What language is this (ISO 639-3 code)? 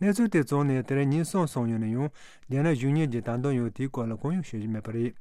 bod